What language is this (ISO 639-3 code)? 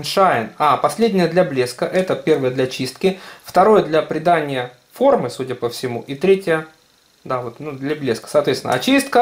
rus